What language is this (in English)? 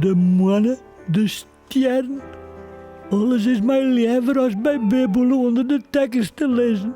Western Frisian